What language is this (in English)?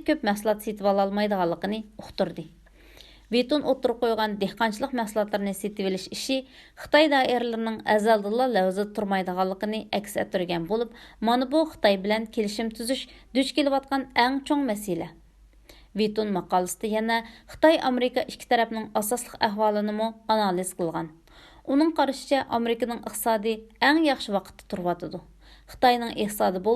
Uyghur